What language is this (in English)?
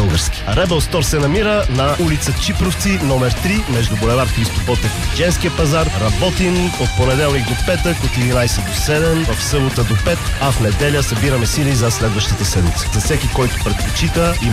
Bulgarian